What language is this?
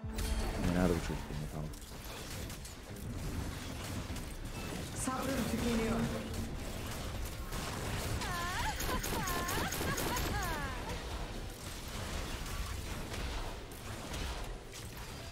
Turkish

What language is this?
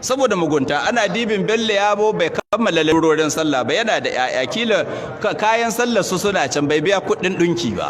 Hausa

